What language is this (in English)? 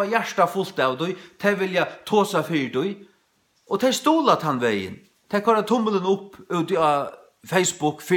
Faroese